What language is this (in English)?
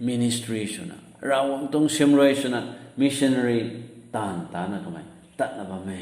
Rongmei Naga